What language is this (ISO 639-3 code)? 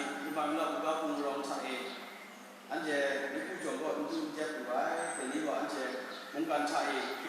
kac